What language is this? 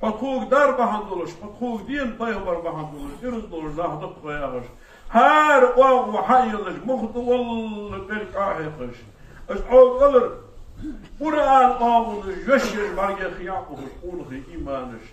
Ingush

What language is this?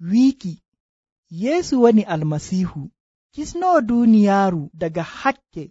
Nigerian Fulfulde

